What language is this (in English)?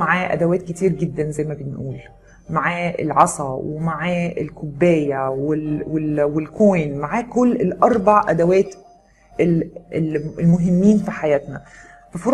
Egyptian Arabic